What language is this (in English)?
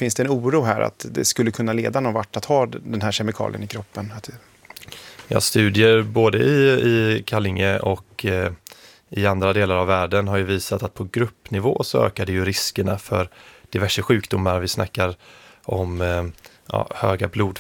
Swedish